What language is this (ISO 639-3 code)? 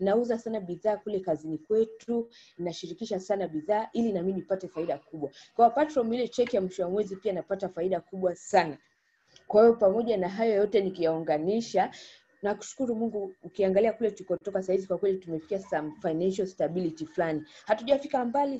swa